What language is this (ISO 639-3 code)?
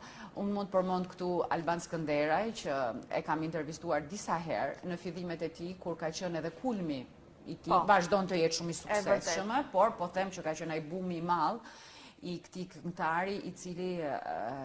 sqi